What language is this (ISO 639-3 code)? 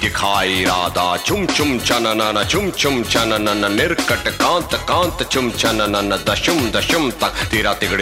hin